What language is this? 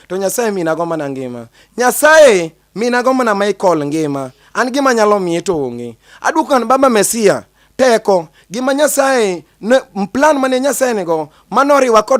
Luo (Kenya and Tanzania)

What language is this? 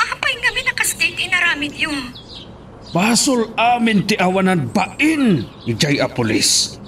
Iloko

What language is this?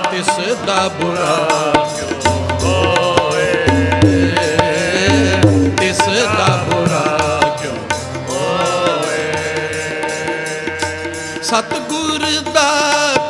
Punjabi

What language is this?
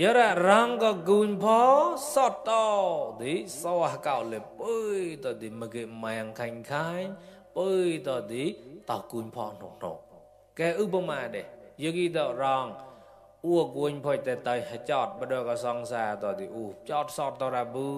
Mon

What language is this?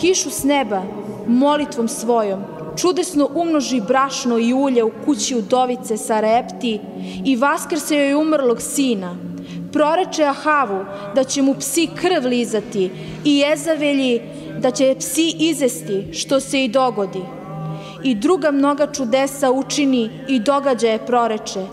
Serbian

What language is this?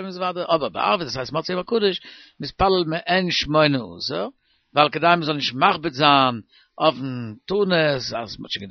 Yiddish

